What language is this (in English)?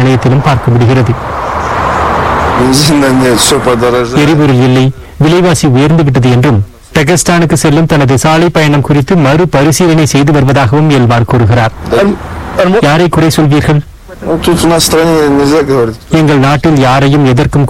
Tamil